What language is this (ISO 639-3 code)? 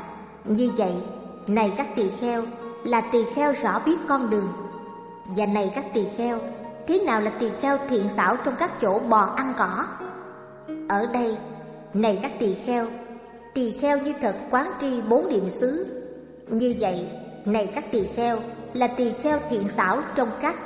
vie